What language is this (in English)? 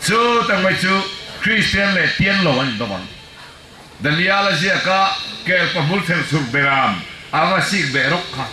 Falam Chin